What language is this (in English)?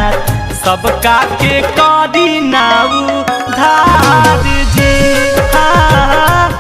Magahi